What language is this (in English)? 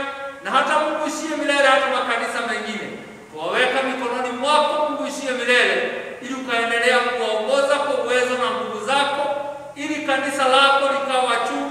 Swahili